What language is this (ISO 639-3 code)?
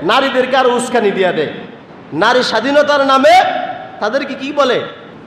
ben